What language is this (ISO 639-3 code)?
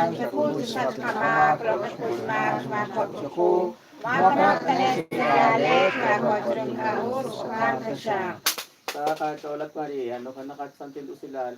kek